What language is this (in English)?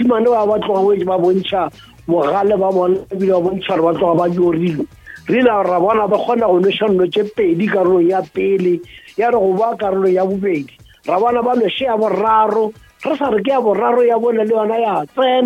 Northern Sotho